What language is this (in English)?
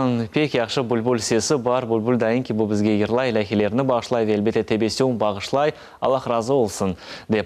Crimean Tatar